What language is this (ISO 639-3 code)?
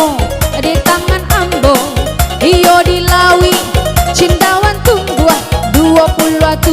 min